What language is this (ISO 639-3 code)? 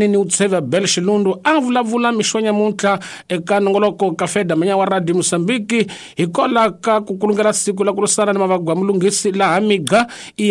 tso